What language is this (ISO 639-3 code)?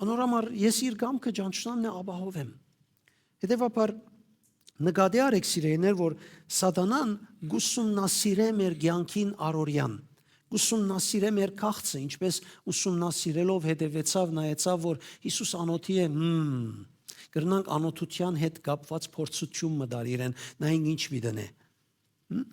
hyw